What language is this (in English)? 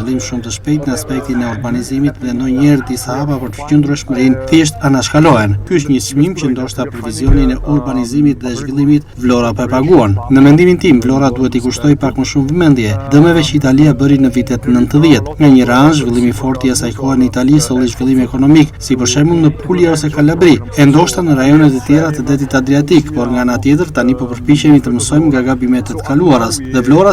Albanian